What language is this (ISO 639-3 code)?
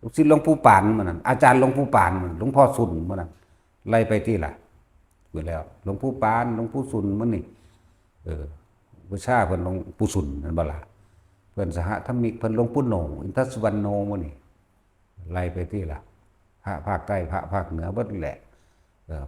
tts